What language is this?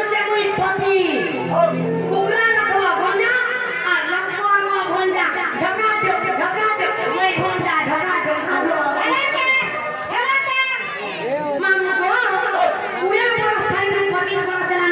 Bhojpuri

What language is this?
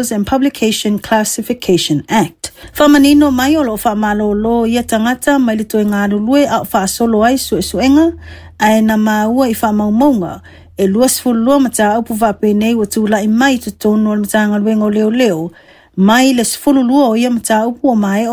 Samoan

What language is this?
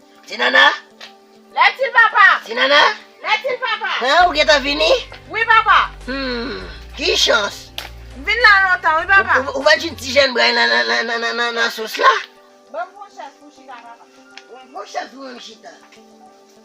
Haitian Creole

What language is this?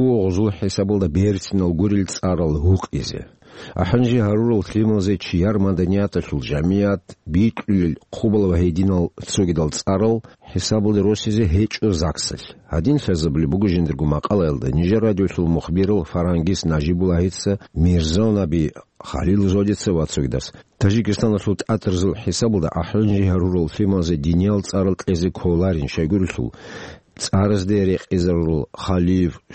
Avaric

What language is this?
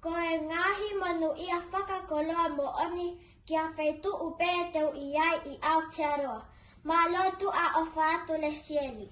Tongan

